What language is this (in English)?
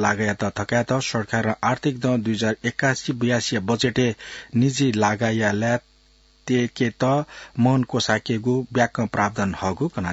Newari